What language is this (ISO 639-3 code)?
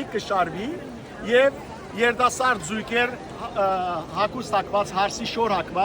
hyw